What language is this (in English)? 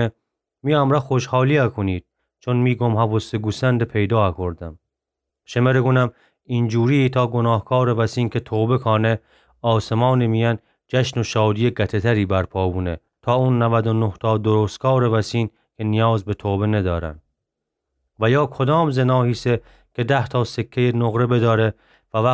Gilaki